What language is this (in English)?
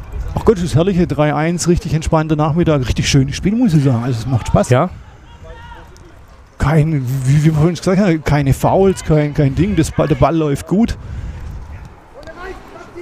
German